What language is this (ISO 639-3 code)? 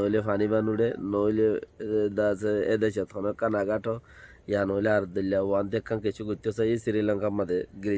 rhg